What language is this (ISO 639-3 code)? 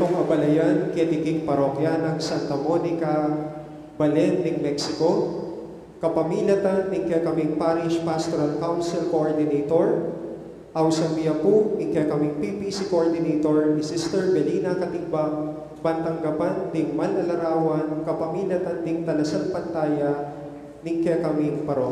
pam